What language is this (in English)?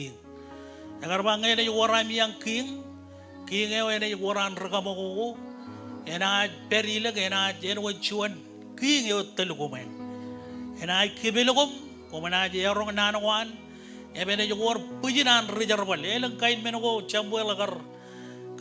Marshallese